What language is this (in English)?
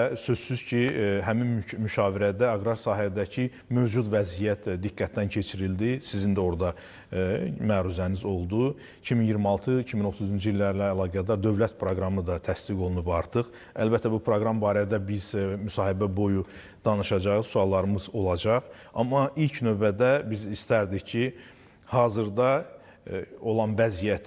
Azerbaijani